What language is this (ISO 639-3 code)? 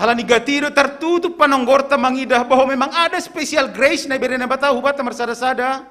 bts